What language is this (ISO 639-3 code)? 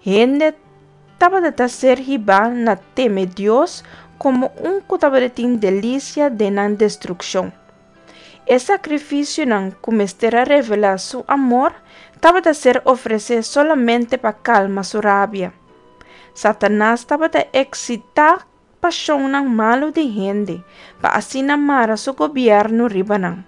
pap